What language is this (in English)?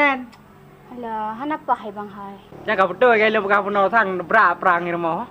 Achinese